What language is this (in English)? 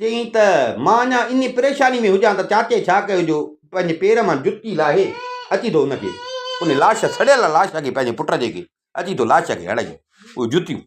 Sindhi